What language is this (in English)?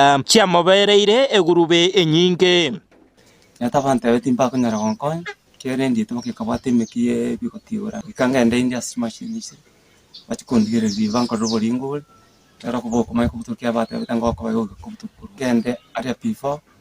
Gusii